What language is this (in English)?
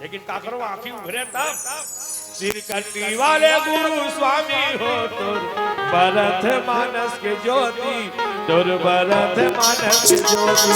Chhattisgarhi